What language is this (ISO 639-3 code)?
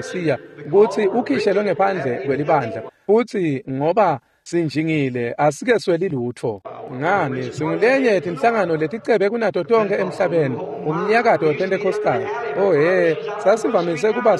ssw